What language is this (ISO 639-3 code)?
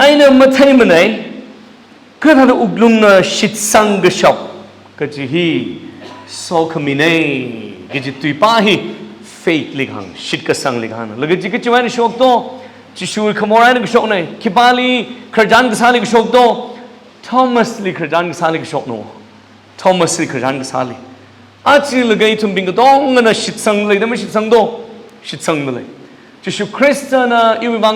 nmf